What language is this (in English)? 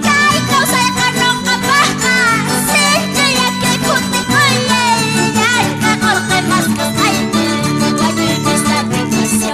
Quechua